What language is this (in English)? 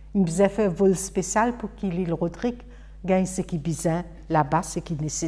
Morisyen